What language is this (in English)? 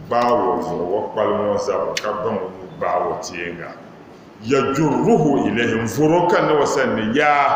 Dagbani